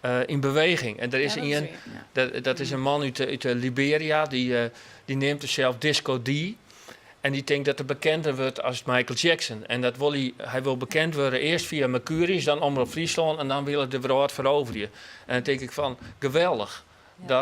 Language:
Western Frisian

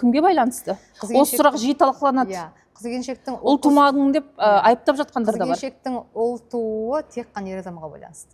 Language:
Kazakh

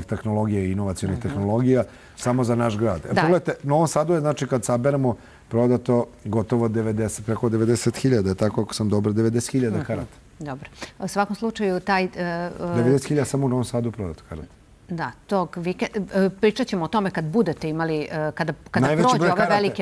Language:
Serbian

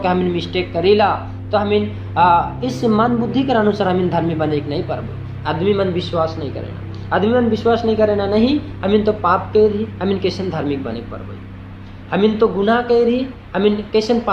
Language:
Sadri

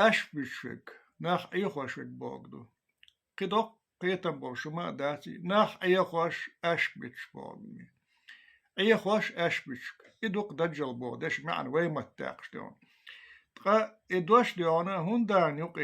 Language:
Chechen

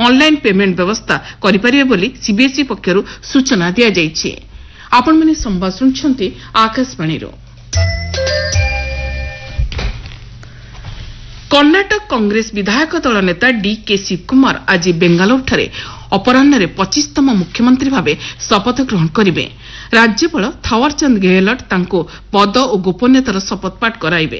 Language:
Odia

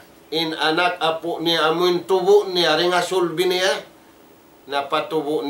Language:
Tausug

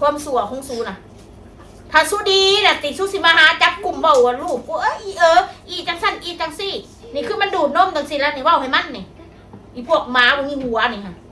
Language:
Northeastern Thai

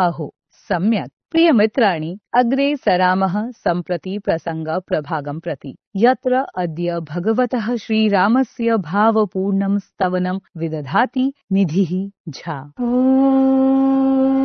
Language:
Sanskrit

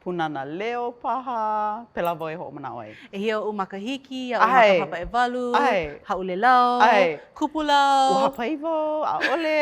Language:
Hawaiian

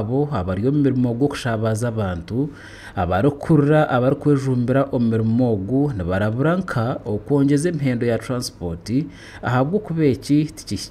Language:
Nyankole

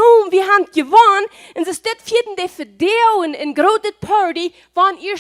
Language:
Plautdietsch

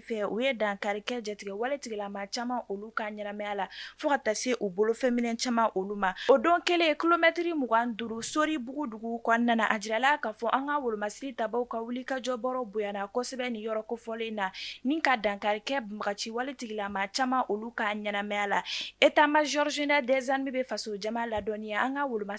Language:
Bambara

